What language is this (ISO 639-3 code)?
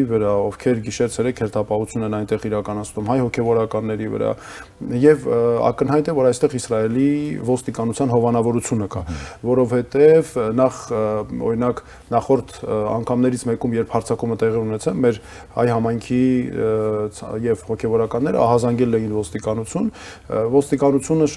hye